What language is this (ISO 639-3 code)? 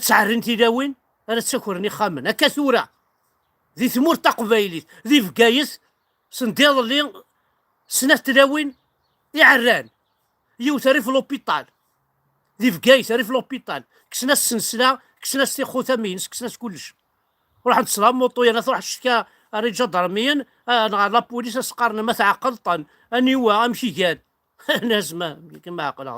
kab